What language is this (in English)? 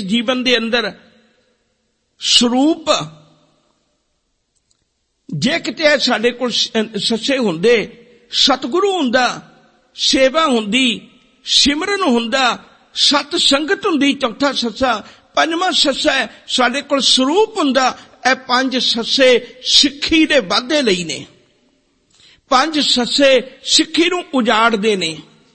Punjabi